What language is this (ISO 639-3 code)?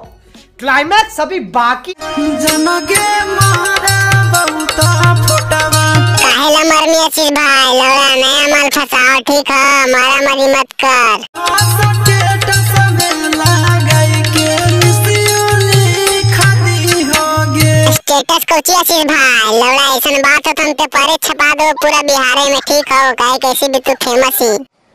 mag